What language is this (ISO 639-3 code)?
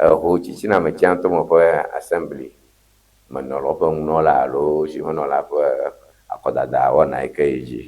ewe